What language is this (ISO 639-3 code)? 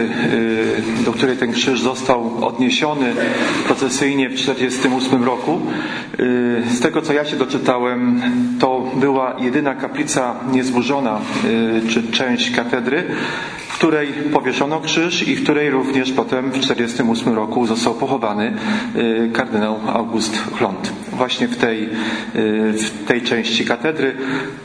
pol